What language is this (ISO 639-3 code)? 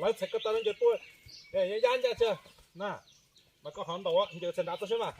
hmn